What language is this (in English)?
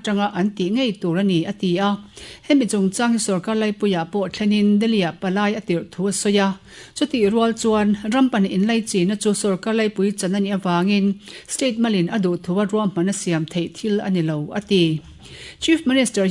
Mizo